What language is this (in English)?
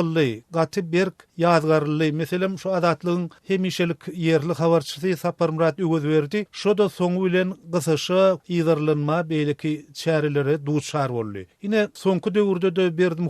Turkmen